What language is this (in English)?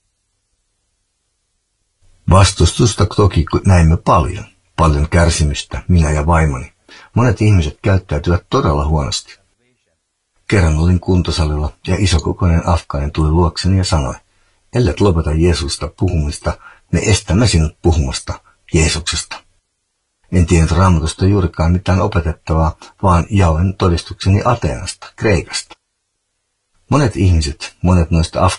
Finnish